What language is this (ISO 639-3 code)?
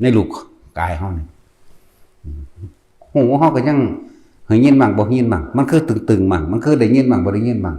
tts